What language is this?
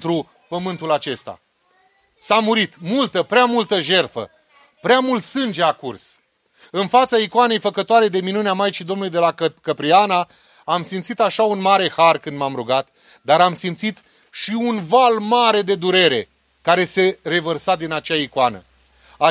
Romanian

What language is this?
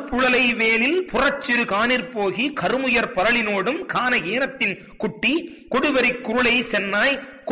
Tamil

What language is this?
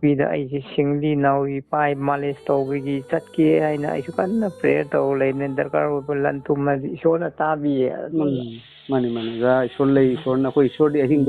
Manipuri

